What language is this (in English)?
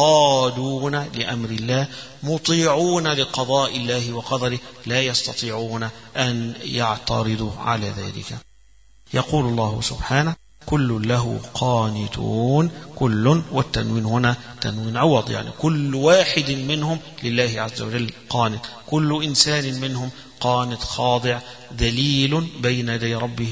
Arabic